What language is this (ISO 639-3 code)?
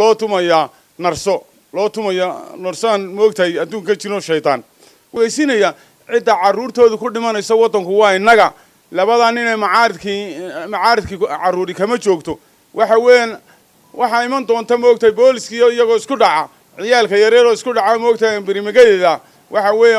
som